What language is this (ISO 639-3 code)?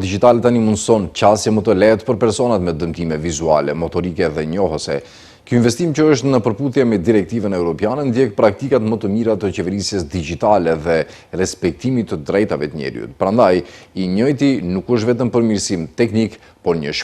sqi